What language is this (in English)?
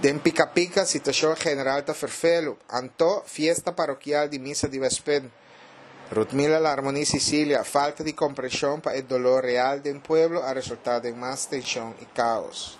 Papiamento